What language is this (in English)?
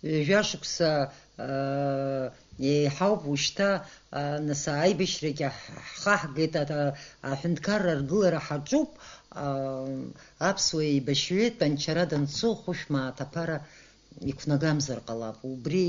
Abkhazian